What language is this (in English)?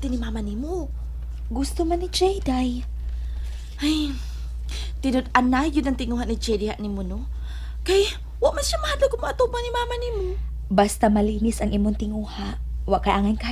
Cebuano